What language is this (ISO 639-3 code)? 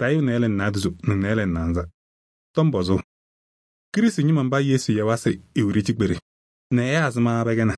kbp